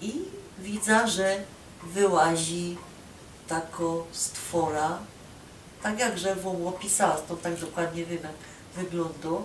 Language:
Silesian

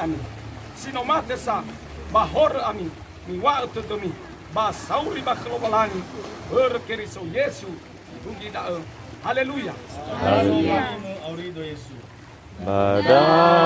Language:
Nias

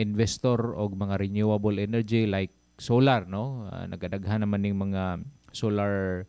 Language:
Cebuano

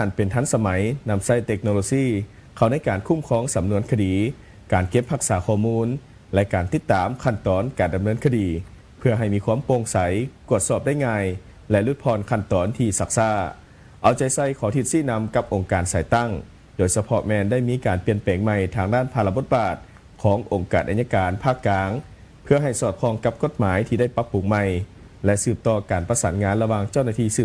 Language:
Lao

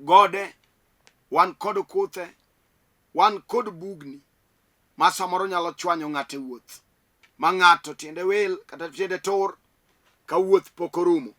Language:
Luo (Kenya and Tanzania)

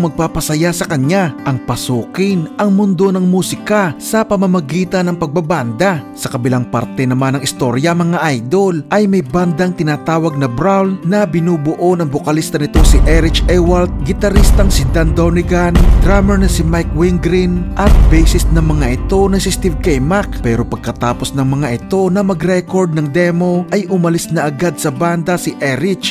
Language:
Filipino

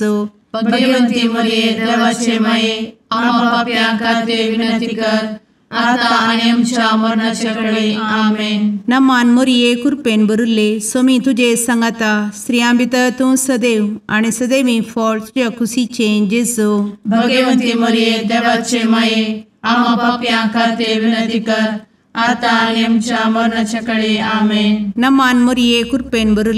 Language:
Konkani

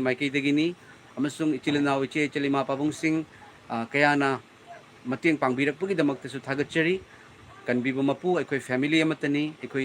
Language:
Manipuri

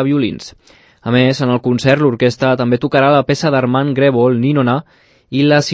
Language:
Catalan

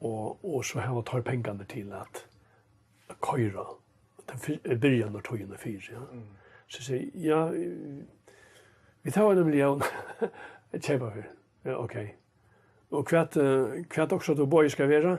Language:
Faroese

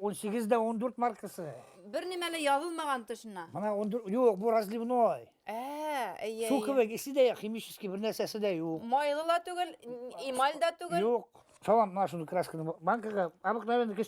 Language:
Bashkir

